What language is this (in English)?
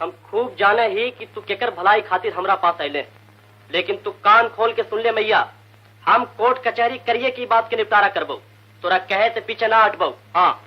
Magahi